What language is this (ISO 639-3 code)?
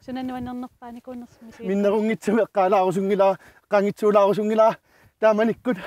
kal